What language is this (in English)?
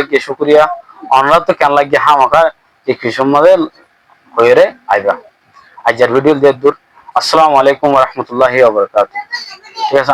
Rohingya